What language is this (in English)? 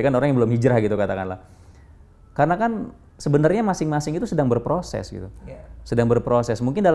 Indonesian